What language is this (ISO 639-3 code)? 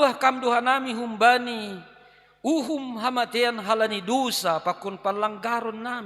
bts